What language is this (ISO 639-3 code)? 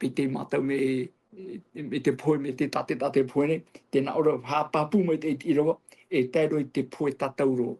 tah